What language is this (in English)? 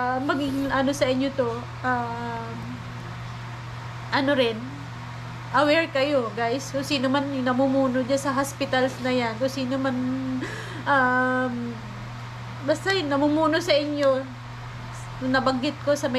Filipino